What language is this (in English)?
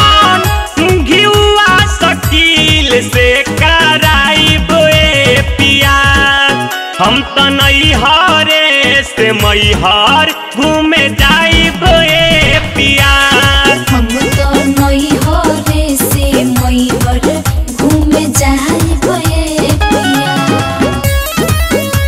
Bhojpuri